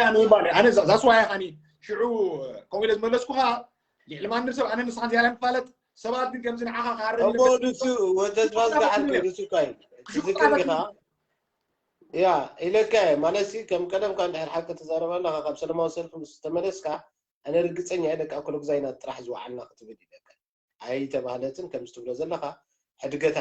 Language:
Tigrinya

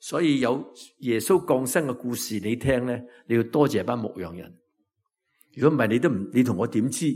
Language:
Cantonese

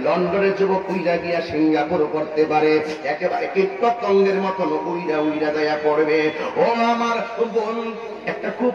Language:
Bangla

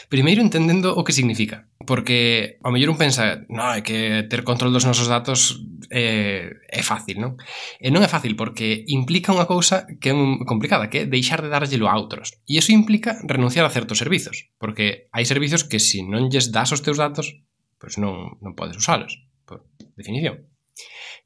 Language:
Galician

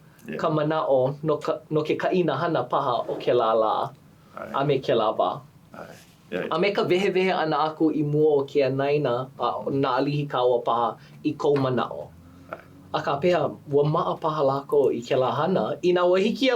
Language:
Hawaiian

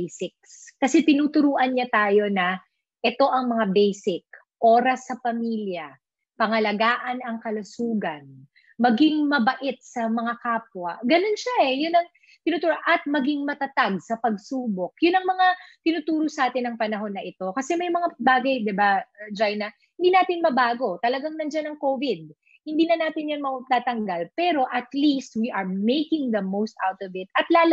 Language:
Filipino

